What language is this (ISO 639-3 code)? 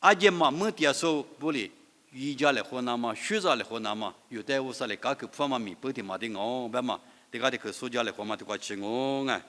lis